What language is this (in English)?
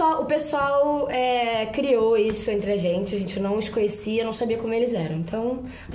Portuguese